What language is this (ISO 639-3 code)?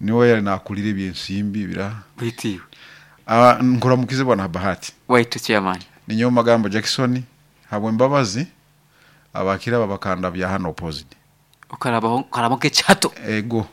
nyo